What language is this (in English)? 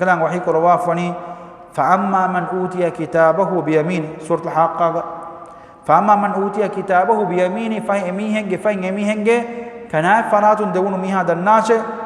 Divehi